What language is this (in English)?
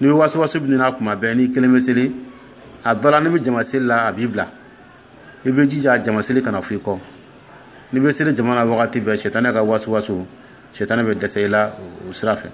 Dyula